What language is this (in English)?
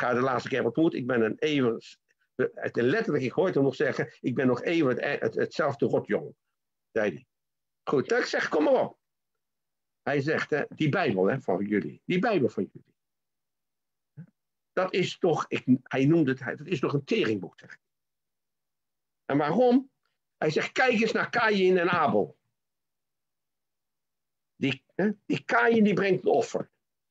Dutch